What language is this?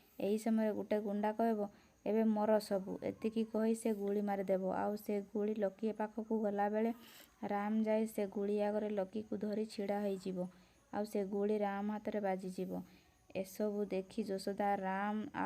Odia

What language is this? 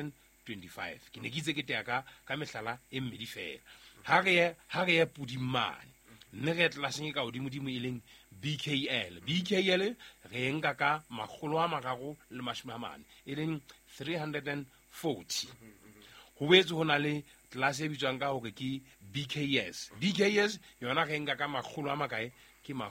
Southern Sotho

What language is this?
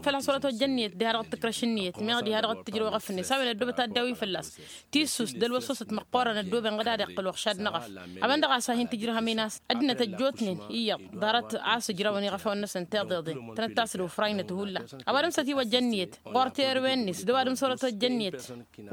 Tamasheq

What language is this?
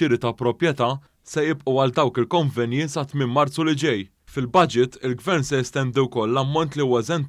Maltese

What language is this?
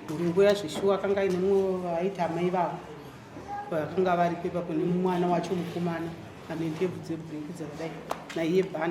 Shona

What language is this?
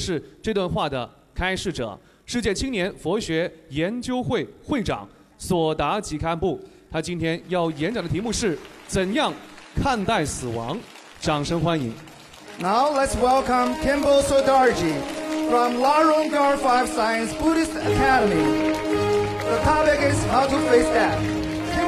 Chinese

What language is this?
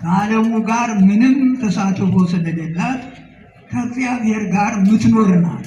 Amharic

